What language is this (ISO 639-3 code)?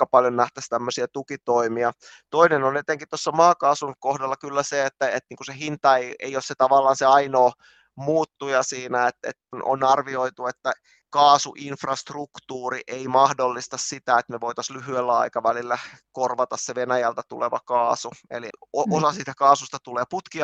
fin